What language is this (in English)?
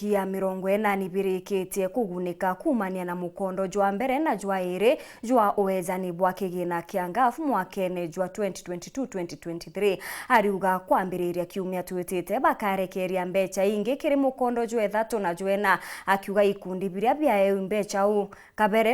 Meru